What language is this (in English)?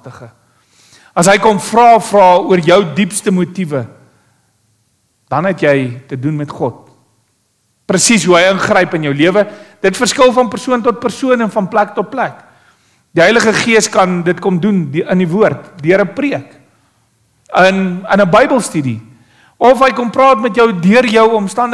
Afrikaans